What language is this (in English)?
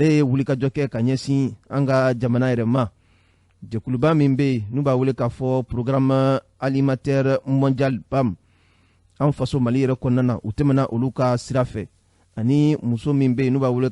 Bambara